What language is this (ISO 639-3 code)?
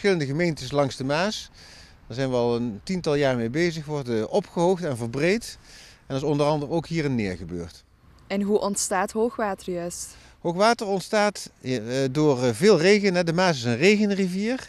nld